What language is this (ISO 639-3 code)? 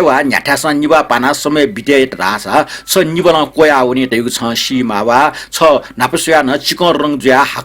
new